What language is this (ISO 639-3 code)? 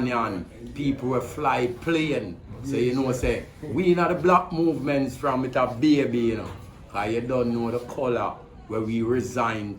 jam